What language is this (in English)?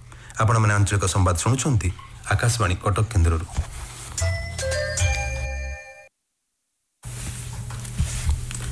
Odia